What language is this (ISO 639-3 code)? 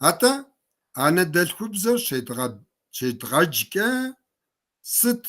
kbd